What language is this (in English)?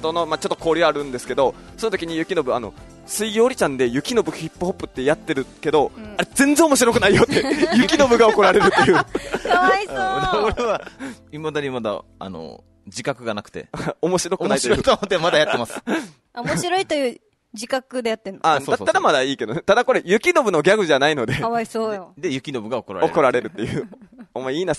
Japanese